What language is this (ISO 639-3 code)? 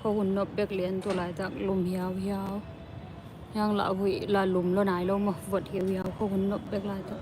ctd